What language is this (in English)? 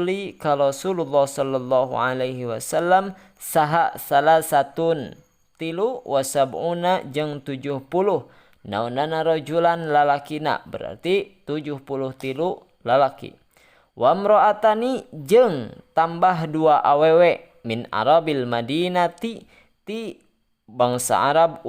Sundanese